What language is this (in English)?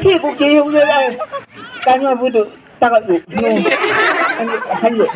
Chang Naga